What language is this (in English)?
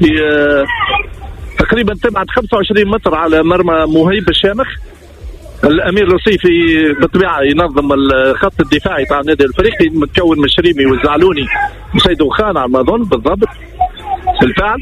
Tunisian Arabic